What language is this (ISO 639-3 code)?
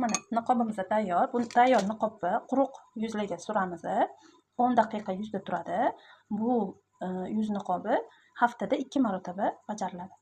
uzb